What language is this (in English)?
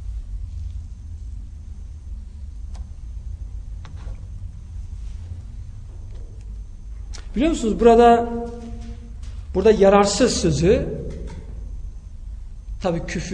Turkish